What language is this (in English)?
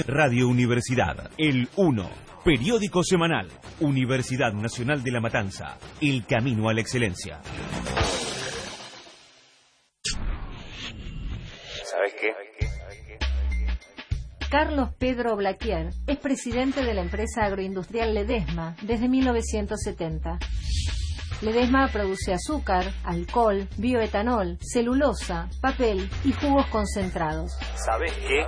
Spanish